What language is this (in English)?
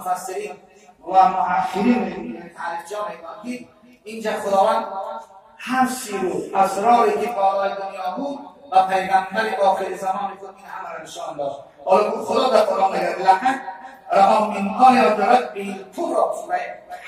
Tajik